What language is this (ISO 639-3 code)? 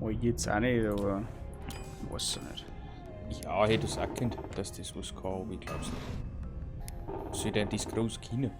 bar